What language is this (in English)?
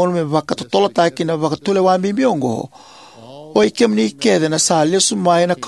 Fijian